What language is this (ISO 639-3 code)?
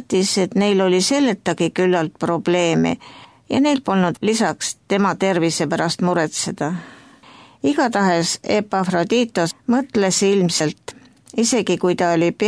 est